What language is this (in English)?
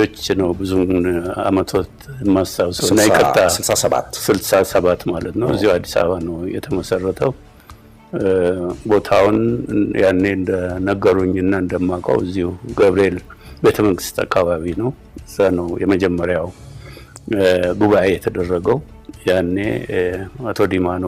Amharic